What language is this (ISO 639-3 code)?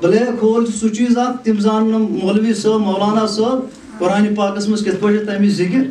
kas